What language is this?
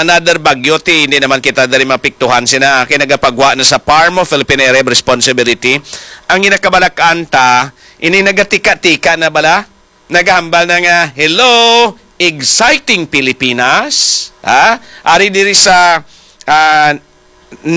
Hiligaynon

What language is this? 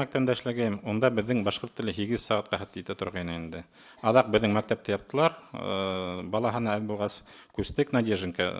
Bashkir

